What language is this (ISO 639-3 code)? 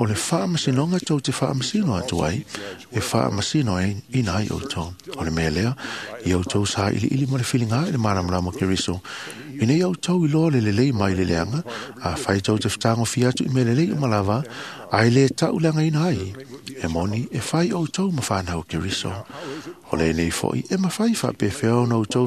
smo